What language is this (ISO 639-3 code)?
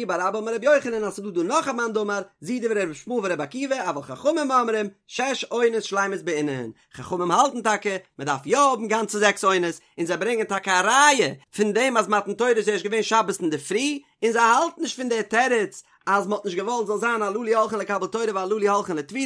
yid